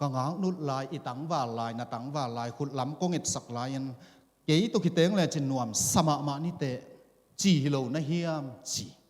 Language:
Tedim Chin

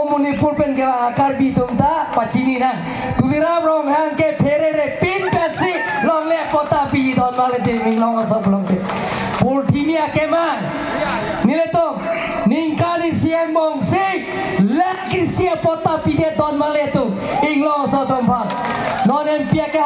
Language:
Karbi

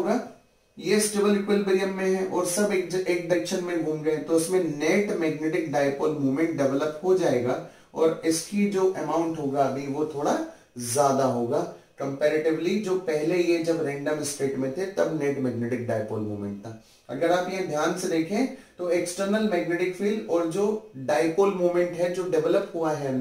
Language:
Hindi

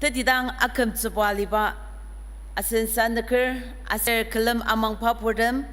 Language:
Ao Naga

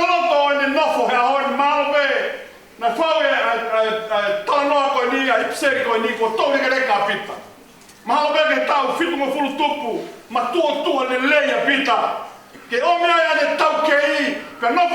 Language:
Tongan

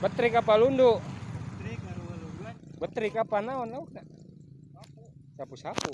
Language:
Sundanese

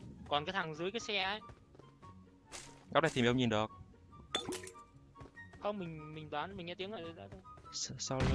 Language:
Vietnamese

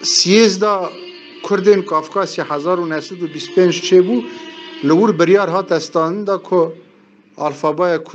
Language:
Kurdish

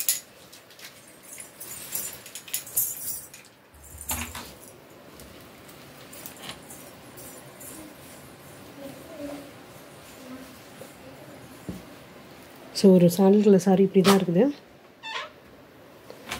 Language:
Tamil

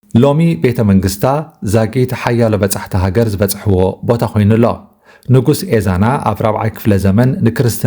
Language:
Tigrinya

